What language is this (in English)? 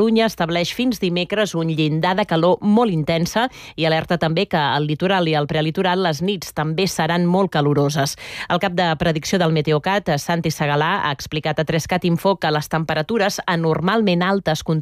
Catalan